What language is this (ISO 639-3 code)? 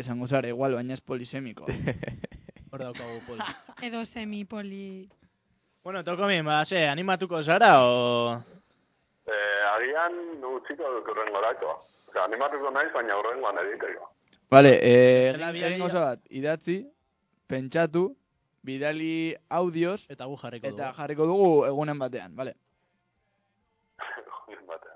eus